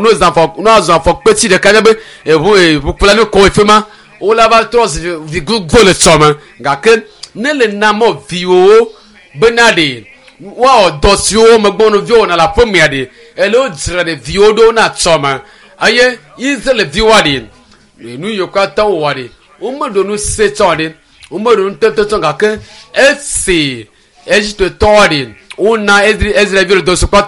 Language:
Ewe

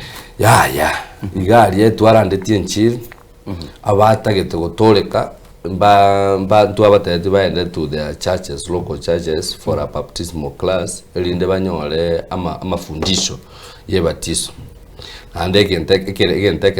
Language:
Gusii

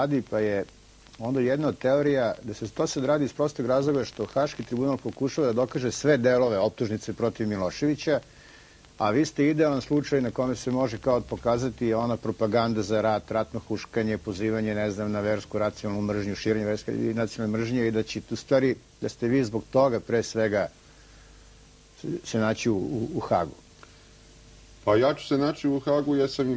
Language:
Serbian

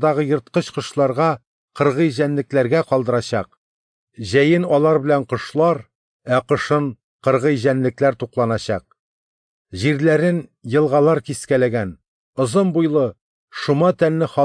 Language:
Tatar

